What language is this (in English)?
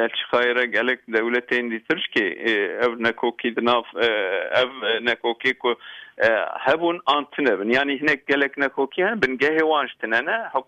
Kurdish